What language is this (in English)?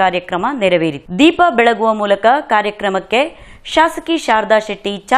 Kannada